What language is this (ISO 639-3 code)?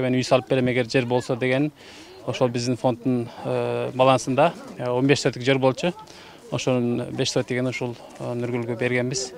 kir